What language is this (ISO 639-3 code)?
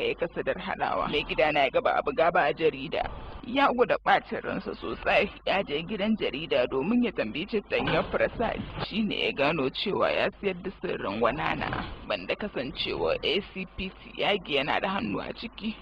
hau